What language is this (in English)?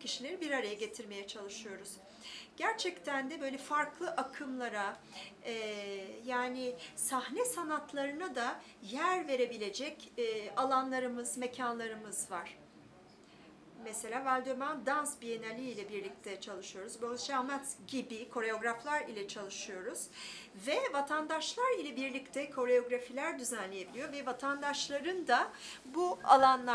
Turkish